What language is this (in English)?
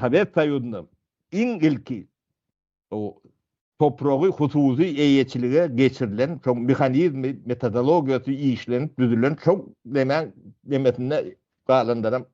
Turkmen